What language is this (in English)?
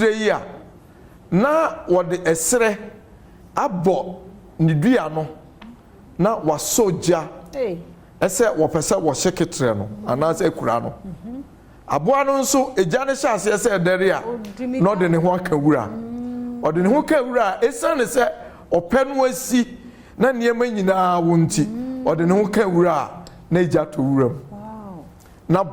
Akan